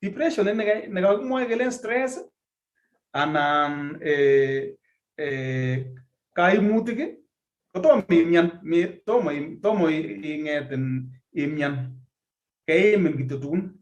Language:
Kalenjin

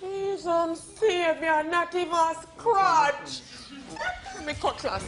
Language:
Jamaican Creole English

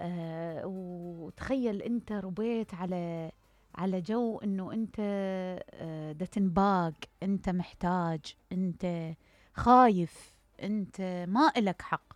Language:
Mesopotamian Arabic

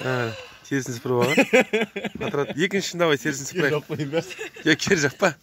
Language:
Kyrgyz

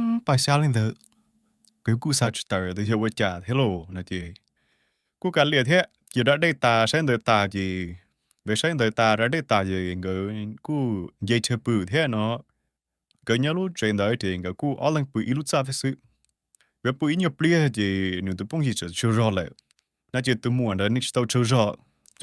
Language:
Hmong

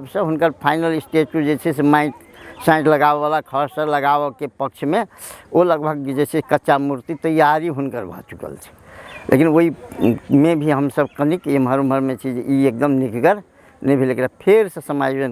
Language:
Maithili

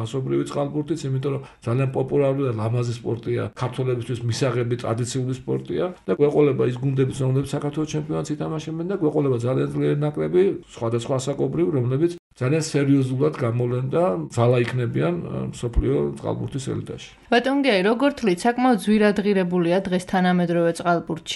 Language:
Georgian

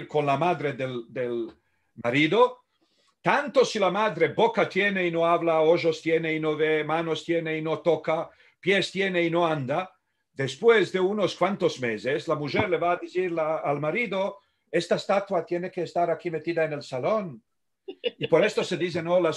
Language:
Ladino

